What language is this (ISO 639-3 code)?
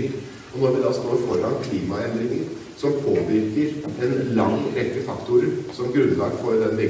nor